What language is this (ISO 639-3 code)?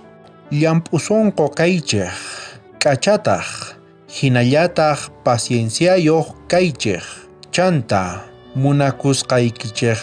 quh